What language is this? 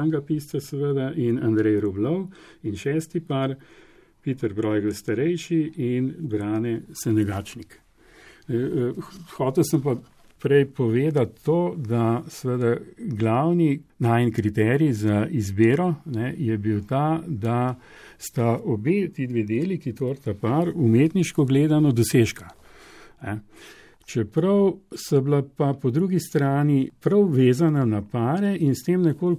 Slovenian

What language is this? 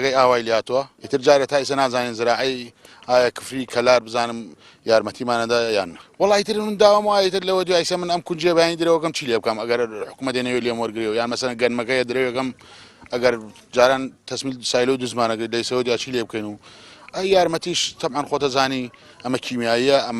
Central Kurdish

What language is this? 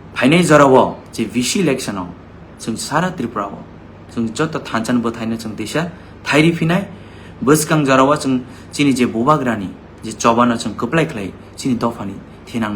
Kok Borok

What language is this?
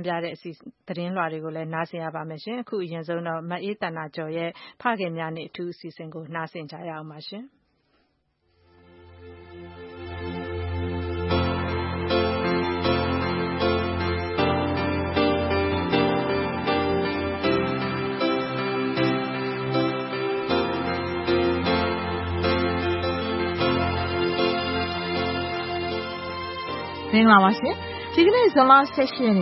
Burmese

